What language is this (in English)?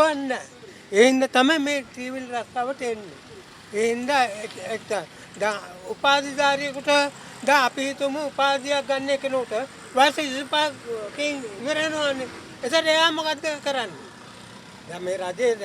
Sinhala